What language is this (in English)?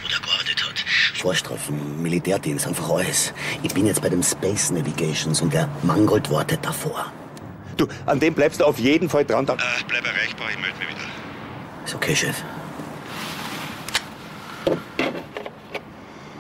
German